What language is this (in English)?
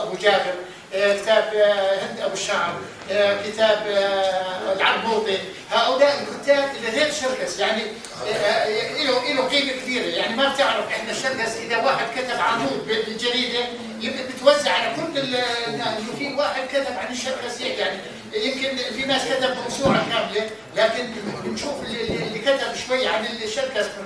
North Levantine Arabic